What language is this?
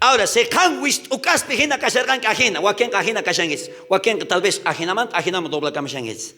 South Bolivian Quechua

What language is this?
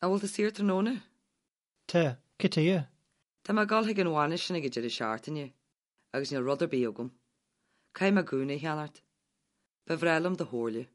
Irish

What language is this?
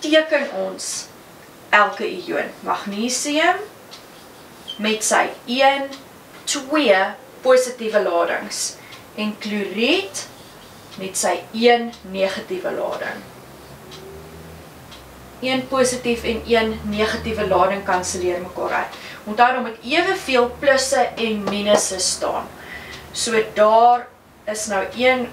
Afrikaans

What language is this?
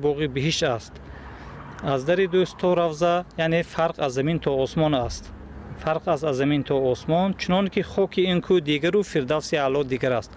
Tajik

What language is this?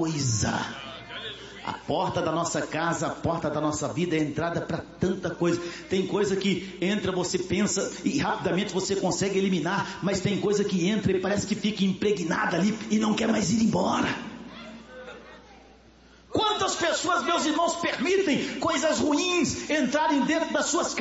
Portuguese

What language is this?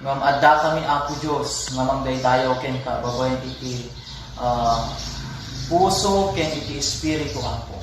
Iloko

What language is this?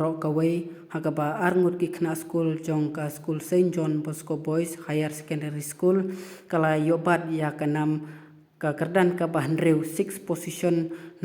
Khasi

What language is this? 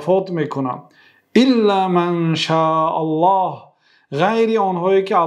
Persian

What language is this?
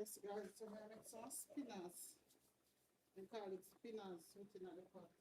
Jamaican Creole English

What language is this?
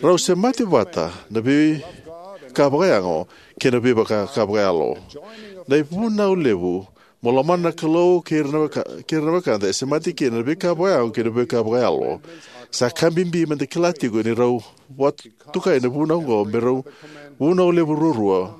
Fijian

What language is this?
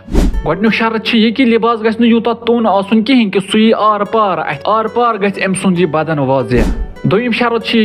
Kashmiri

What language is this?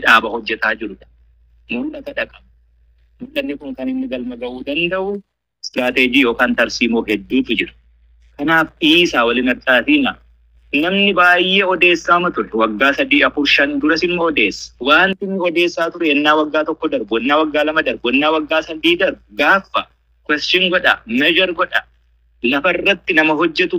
Oromo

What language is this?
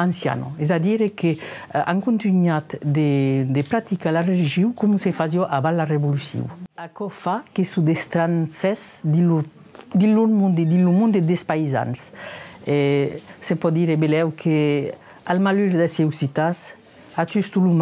Occitan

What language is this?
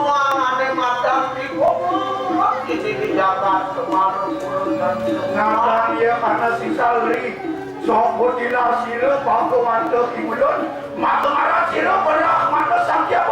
Balinese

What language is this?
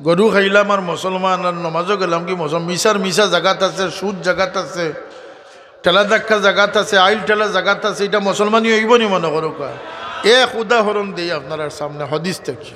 Sylheti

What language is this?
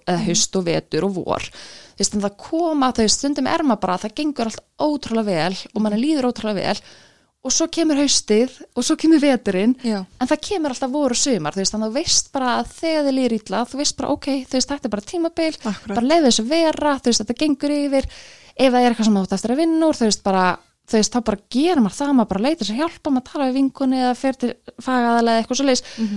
Icelandic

